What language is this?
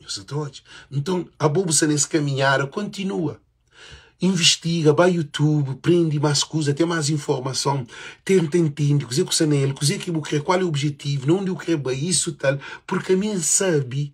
Kabuverdianu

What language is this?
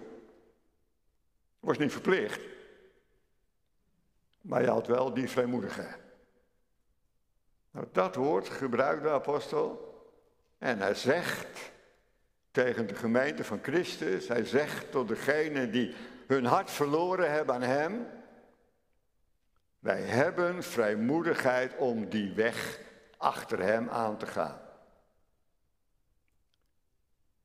Dutch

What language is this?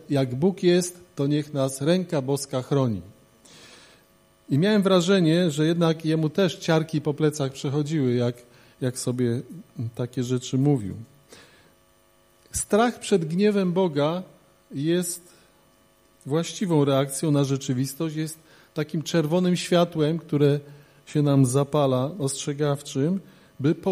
Polish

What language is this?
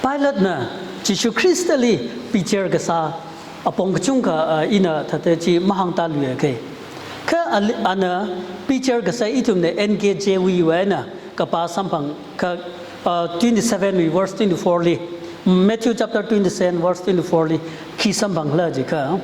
Tangkhul Naga (India)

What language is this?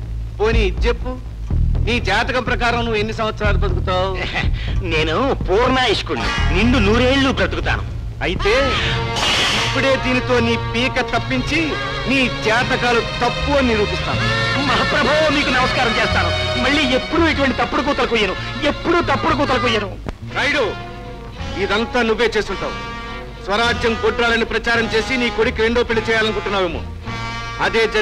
Telugu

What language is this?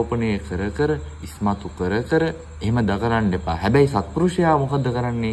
Sinhala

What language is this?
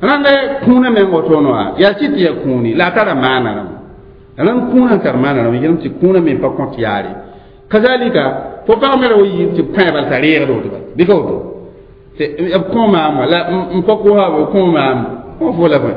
Mossi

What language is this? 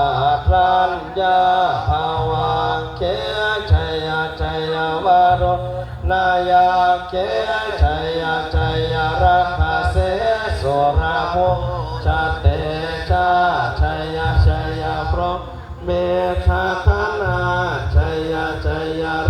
Pali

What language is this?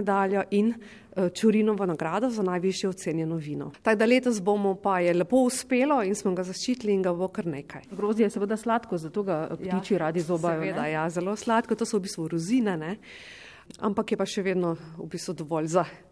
Slovenian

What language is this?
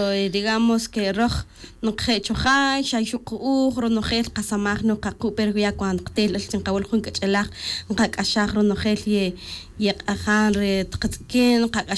Tz'utujil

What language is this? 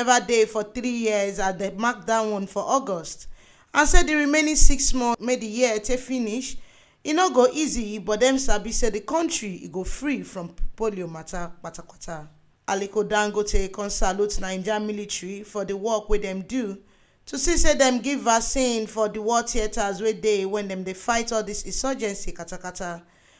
Nigerian Pidgin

